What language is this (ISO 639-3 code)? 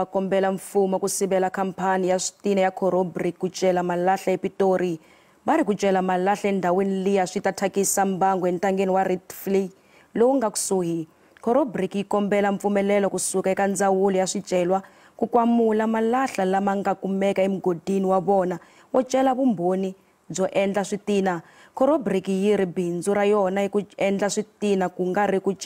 tso